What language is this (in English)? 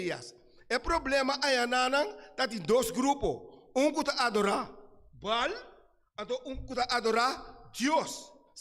Papiamento